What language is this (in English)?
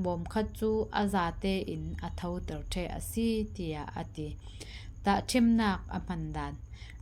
Falam Chin